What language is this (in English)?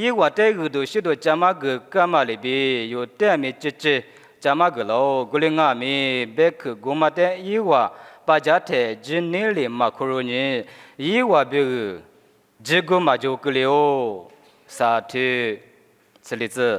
Lisu